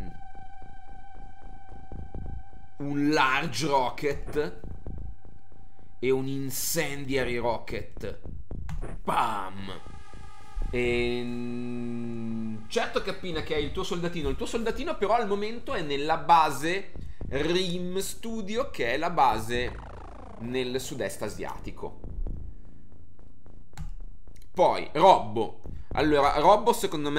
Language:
Italian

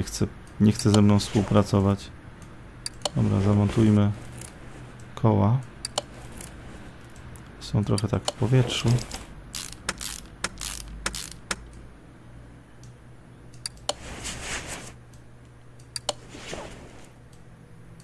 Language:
Polish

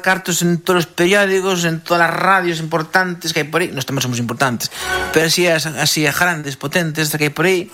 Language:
Galician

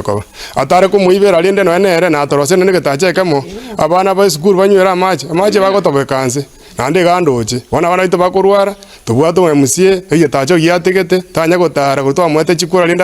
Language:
Gusii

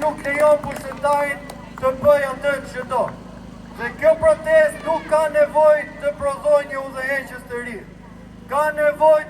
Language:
Albanian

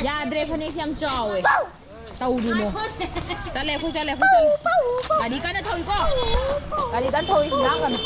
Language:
Manipuri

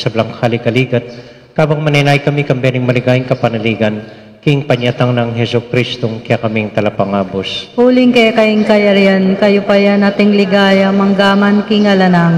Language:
Pampanga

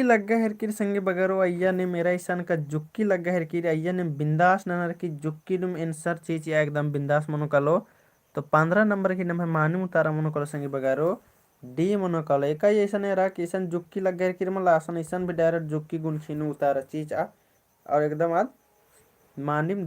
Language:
Kurukh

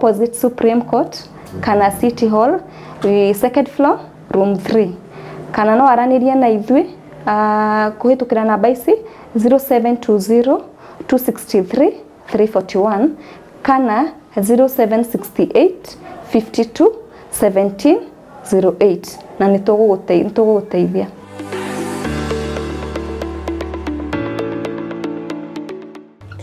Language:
Kikuyu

